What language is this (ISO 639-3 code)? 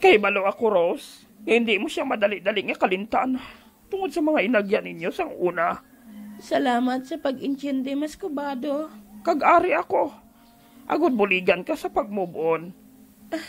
hil